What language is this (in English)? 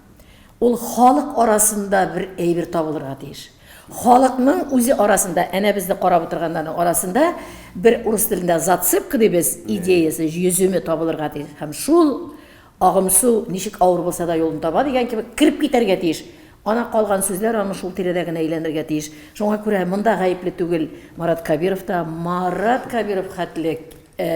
Tatar